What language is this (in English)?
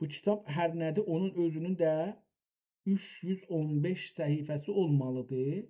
South Azerbaijani